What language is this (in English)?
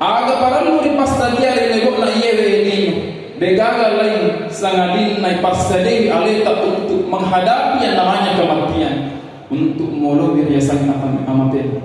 Buginese